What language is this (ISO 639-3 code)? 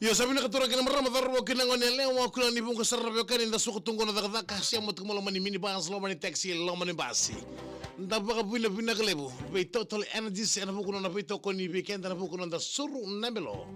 fij